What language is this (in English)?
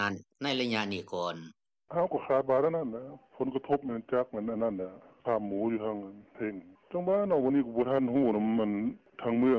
Lao